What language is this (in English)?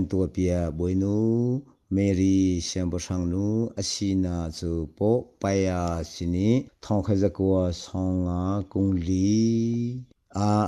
Hakha Chin